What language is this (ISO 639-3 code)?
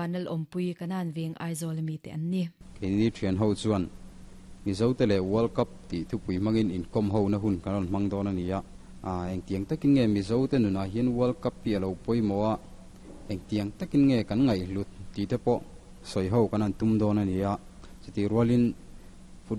lus